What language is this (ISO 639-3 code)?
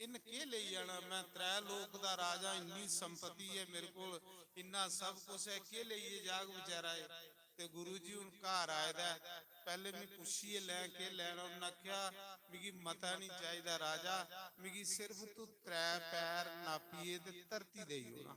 doi